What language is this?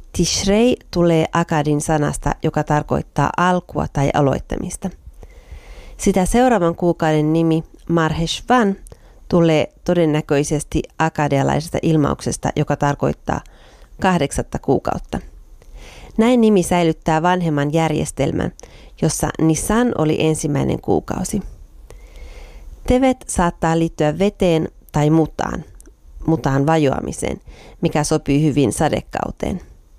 Finnish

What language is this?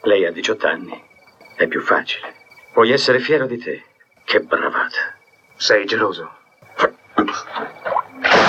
Italian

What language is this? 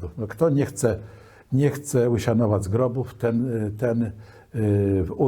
Kashubian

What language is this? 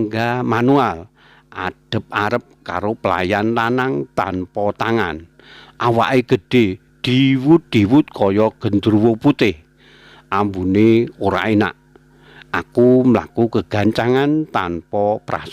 Javanese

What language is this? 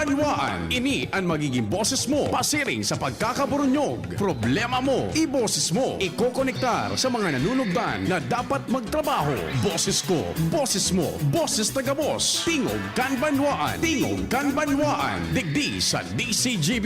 Bikol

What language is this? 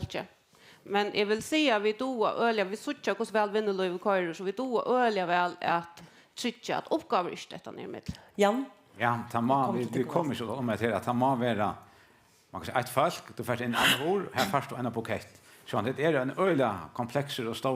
Faroese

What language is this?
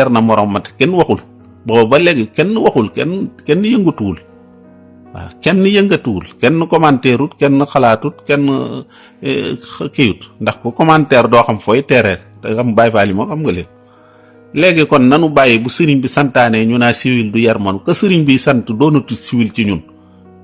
Wolof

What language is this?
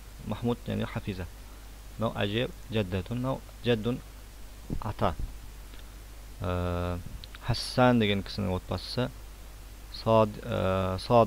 Kazakh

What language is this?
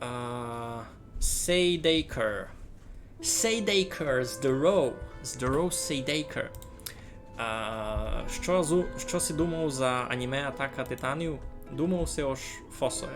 Rusyn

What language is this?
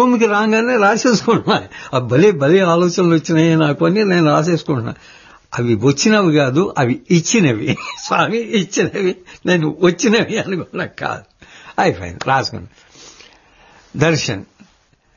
Telugu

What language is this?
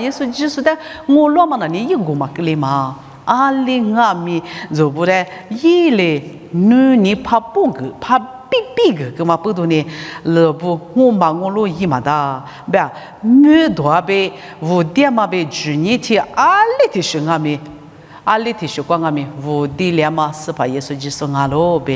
Lisu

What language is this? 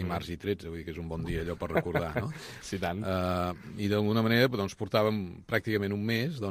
Catalan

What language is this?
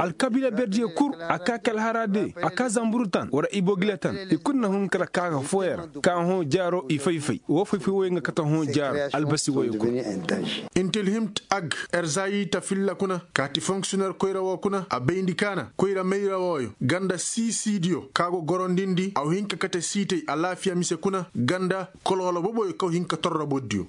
Koyraboro Senni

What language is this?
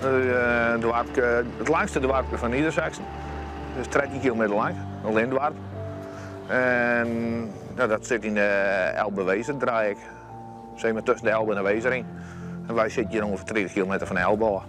Western Frisian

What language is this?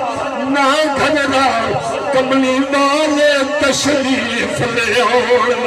Saraiki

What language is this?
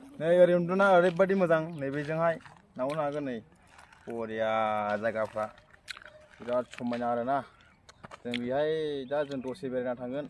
Bodo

